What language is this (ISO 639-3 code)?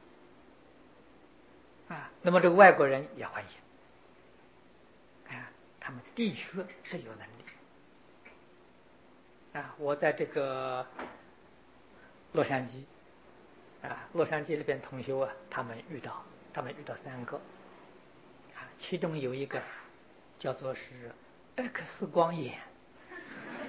zho